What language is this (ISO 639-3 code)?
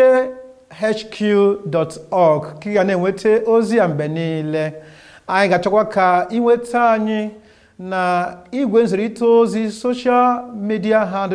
ibo